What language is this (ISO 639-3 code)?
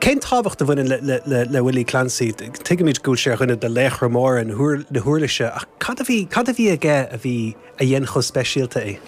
gle